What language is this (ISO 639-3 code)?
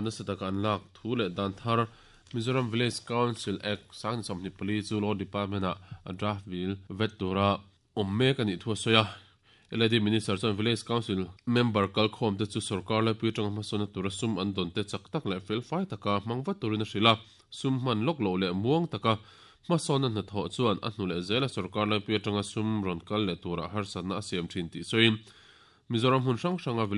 lus